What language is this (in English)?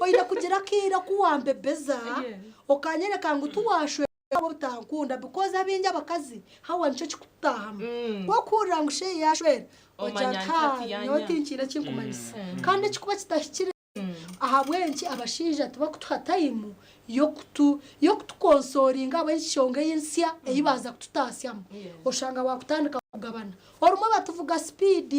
Nyankole